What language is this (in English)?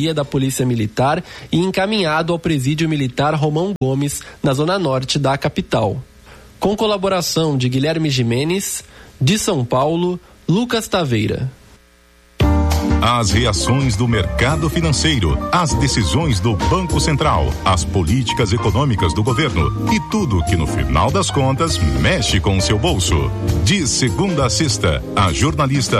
Portuguese